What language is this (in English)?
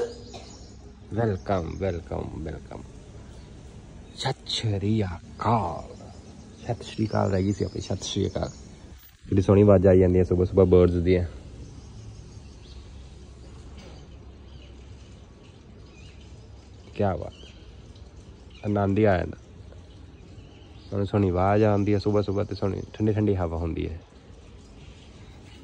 Punjabi